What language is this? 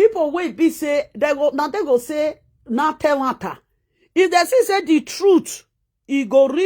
Nigerian Pidgin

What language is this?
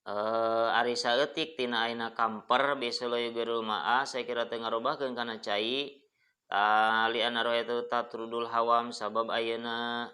Sundanese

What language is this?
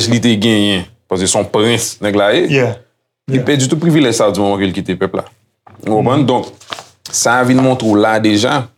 Haitian Creole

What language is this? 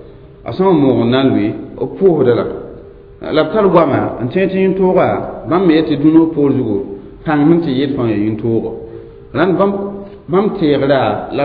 Mossi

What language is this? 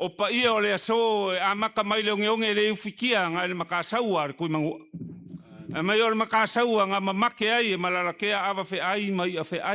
Samoan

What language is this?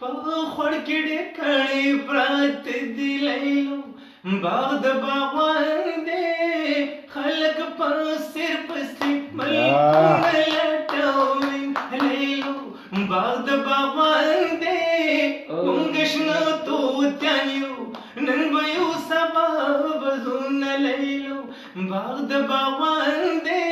Pashto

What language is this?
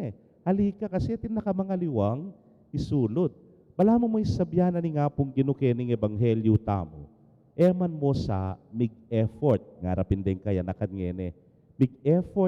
Pampanga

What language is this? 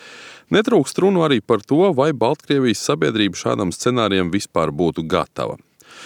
Latvian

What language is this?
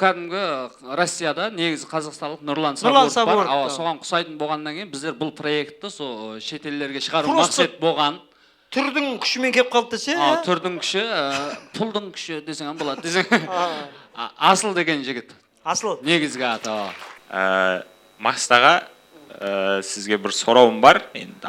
Kara-Kalpak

